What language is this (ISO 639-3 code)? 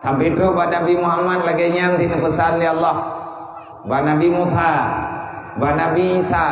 ace